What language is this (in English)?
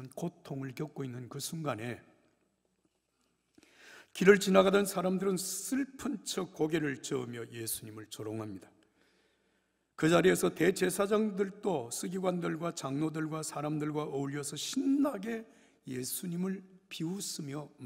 Korean